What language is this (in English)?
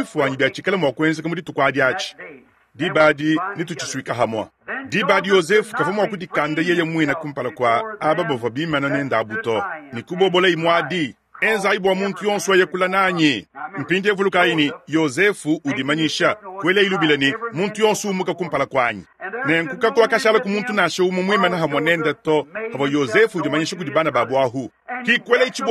Luba-Lulua